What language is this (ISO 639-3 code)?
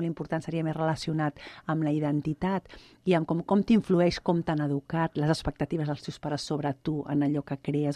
cat